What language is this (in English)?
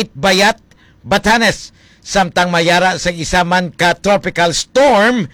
Hiligaynon